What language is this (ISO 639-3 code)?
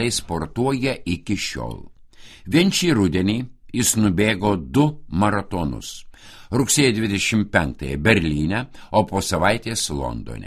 lit